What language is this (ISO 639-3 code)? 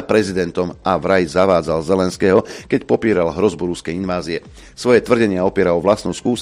slk